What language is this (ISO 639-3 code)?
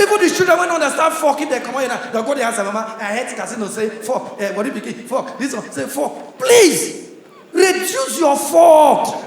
pcm